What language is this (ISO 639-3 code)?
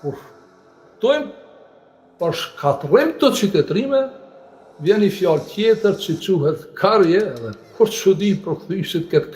sqi